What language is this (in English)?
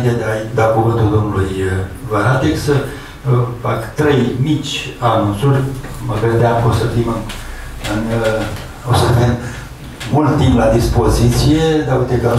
Romanian